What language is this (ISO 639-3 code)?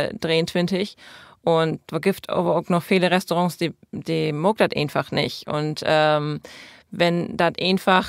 nds